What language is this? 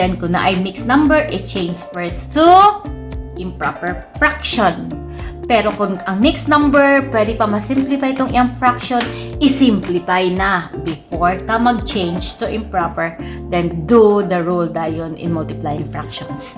Cebuano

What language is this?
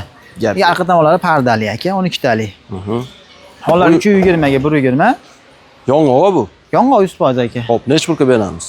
Uzbek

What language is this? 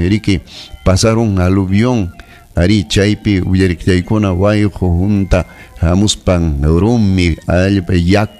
Ayacucho Quechua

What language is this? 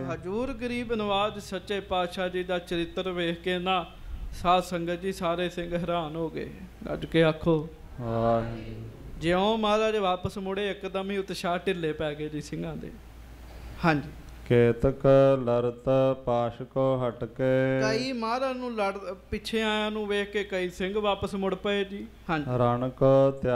Punjabi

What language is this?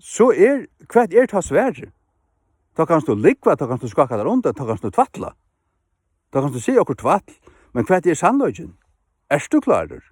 Faroese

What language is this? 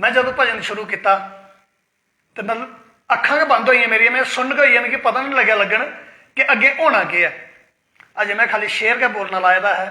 Dogri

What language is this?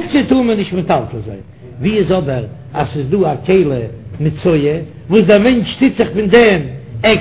Yiddish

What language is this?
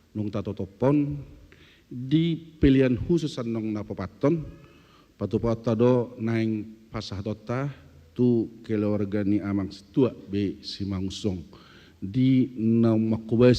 Batak Toba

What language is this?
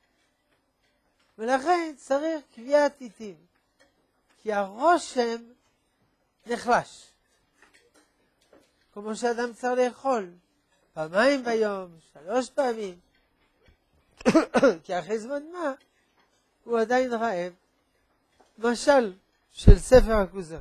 Hebrew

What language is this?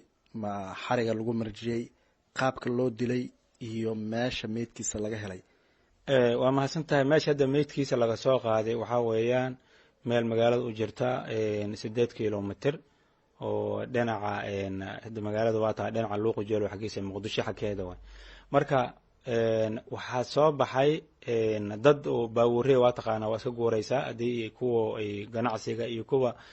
Somali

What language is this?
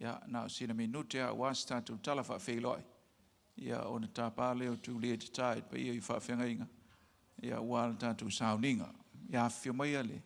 Samoan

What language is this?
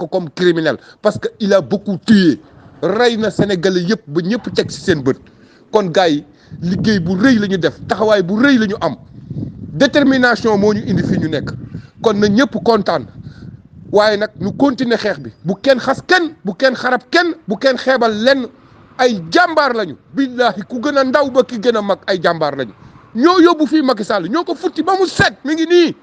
Wolof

